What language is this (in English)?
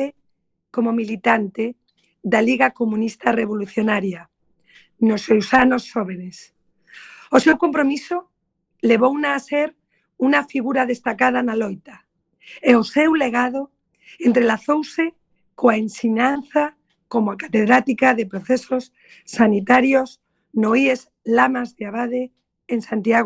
Galician